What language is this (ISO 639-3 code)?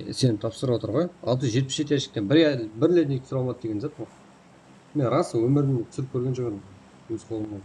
kaa